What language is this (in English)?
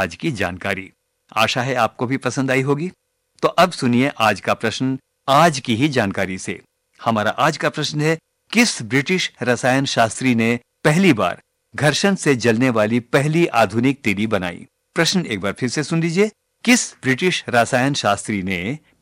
Hindi